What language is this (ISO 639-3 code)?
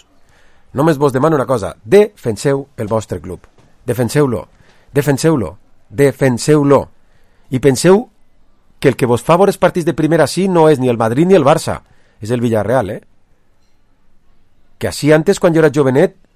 cat